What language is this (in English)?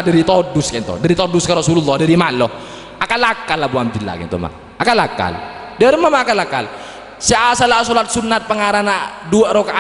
Madurese